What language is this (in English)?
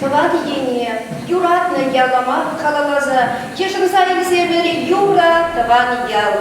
Chuvash